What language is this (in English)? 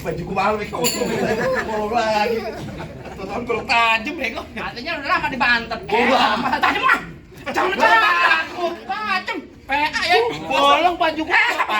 Betawi